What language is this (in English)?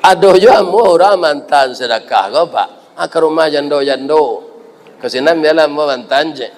Minangkabau